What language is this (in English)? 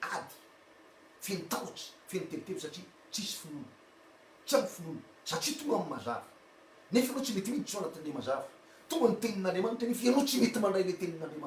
Malagasy